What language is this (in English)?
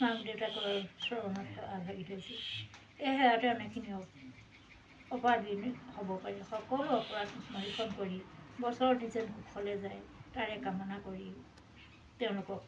Assamese